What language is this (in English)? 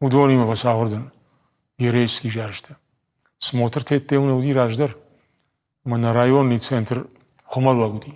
Ossetic